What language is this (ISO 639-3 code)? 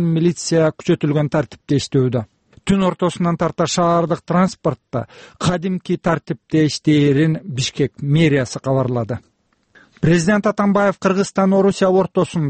kir